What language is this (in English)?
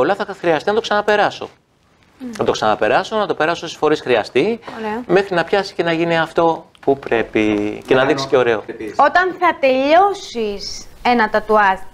Greek